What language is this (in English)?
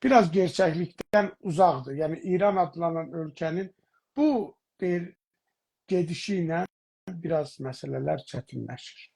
South Azerbaijani